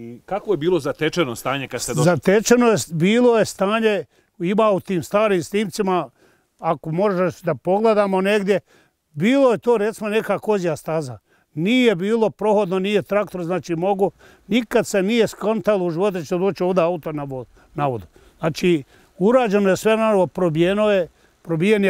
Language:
Bosnian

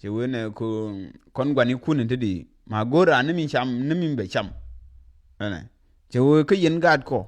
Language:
Nuer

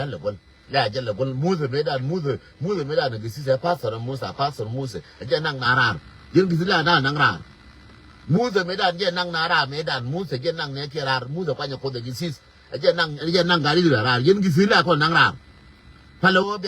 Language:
Nuer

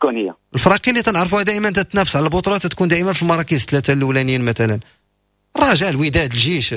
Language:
Moroccan Arabic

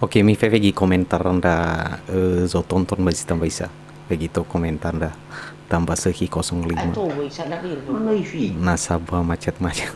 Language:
Nias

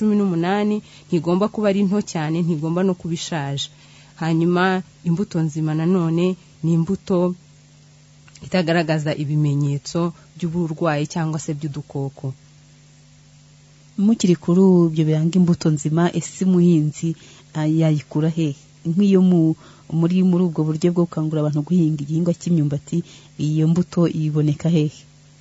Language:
Kinyarwanda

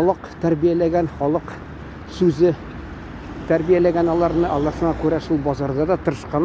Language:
Tatar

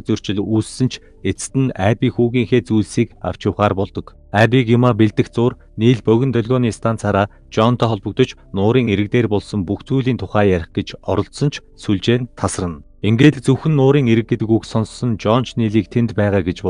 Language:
Mongolian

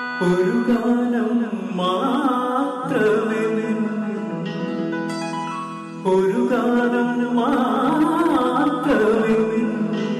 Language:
Malayalam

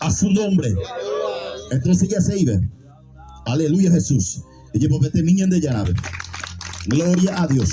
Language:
Guarani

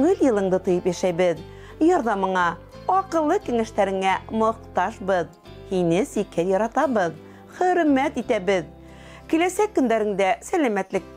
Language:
Bashkir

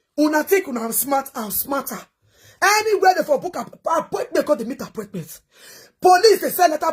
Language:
Nigerian Pidgin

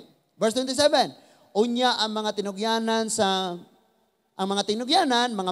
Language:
Cebuano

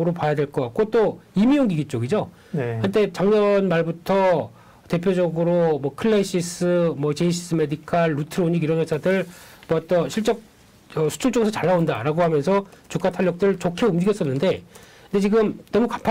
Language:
Korean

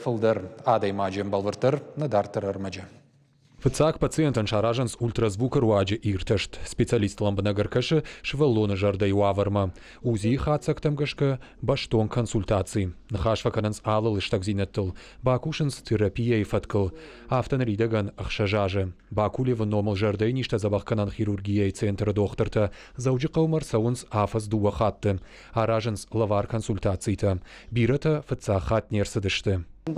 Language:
Ossetic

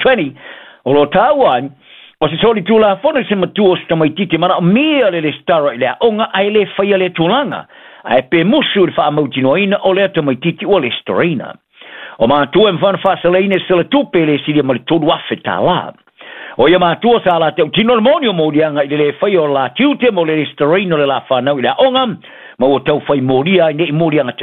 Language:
Samoan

